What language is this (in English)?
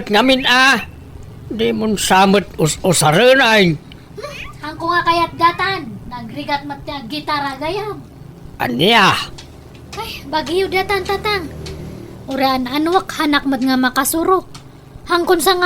Iloko